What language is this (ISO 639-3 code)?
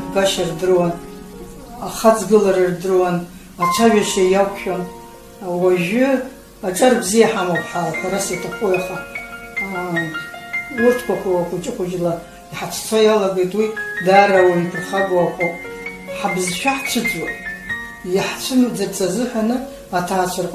abk